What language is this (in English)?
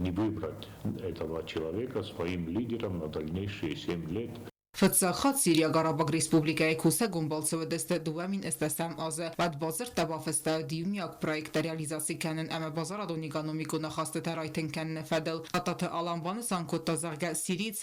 Ossetic